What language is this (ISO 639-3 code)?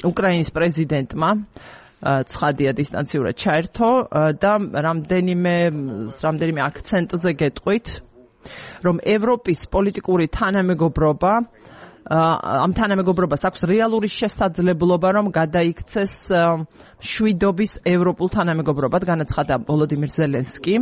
kat